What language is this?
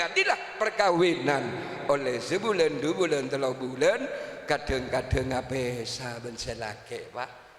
Madurese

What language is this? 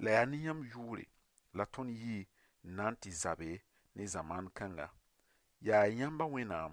Mossi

